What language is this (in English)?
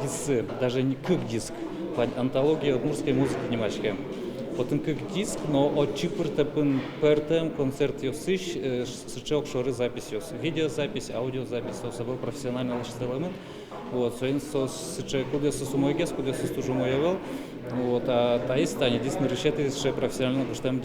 Udmurt